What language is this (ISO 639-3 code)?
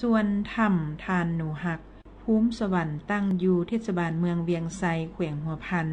lao